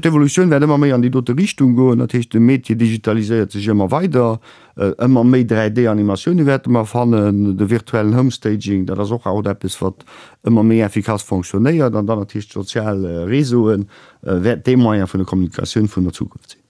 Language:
Luxembourgish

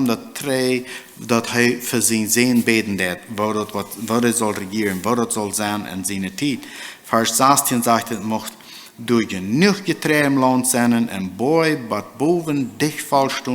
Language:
Plautdietsch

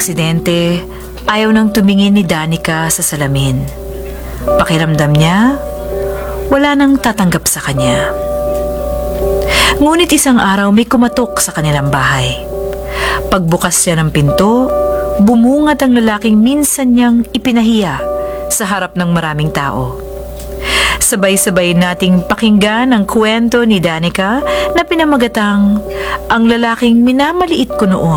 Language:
Filipino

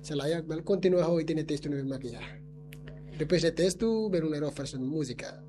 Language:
Tetum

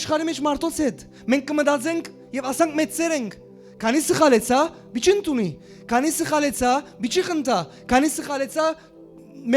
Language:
Western Armenian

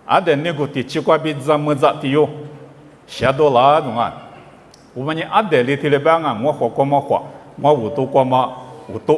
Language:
Lisu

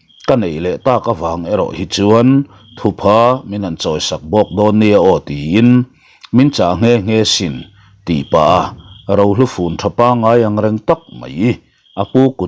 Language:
Mizo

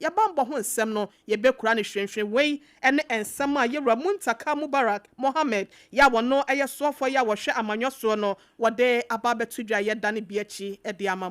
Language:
Akan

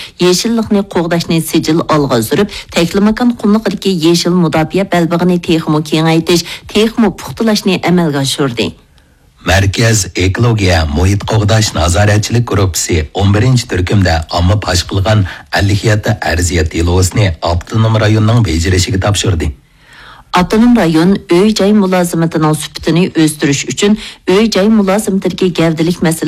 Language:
Uyghur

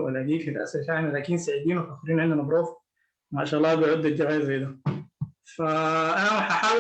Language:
Sudanese Arabic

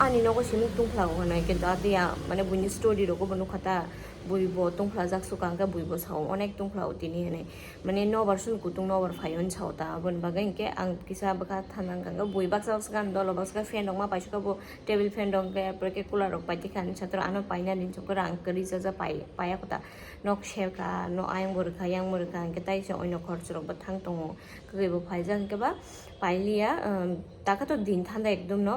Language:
Kok Borok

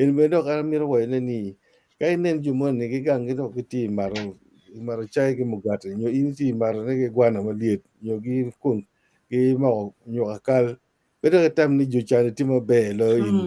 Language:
Acoli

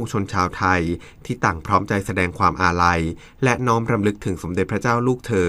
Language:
Thai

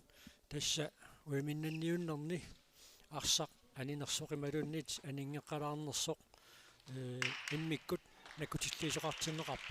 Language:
Kalaallisut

